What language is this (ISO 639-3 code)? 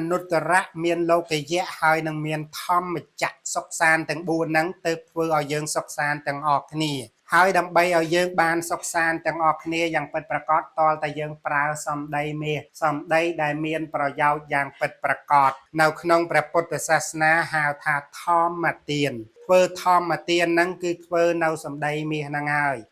khm